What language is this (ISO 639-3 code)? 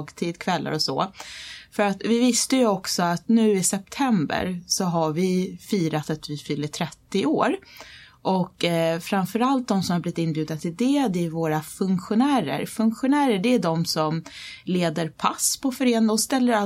swe